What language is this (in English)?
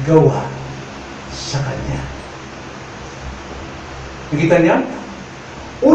Filipino